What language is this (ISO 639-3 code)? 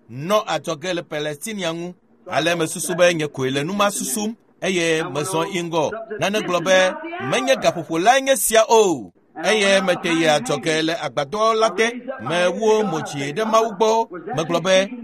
ewe